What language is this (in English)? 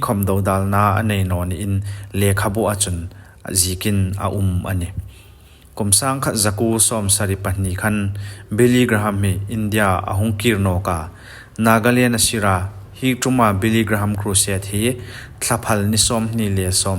Hmar